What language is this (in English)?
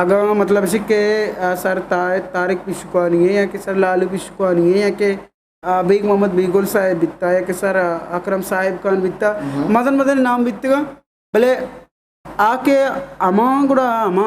Eastern Balochi